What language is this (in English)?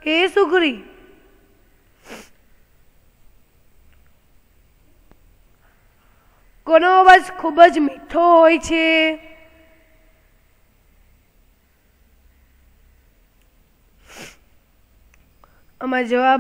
Gujarati